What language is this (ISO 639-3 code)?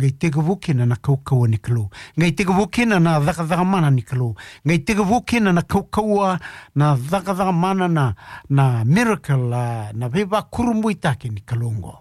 fij